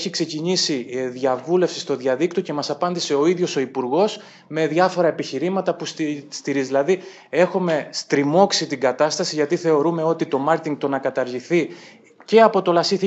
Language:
Greek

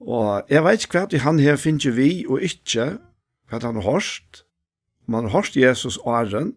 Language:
Faroese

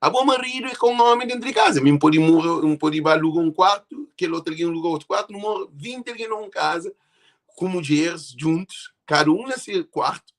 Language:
Kabuverdianu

